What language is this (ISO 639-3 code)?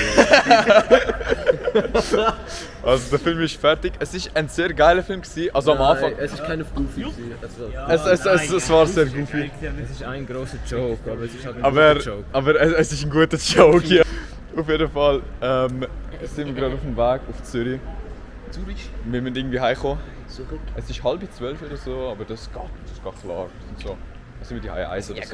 gsw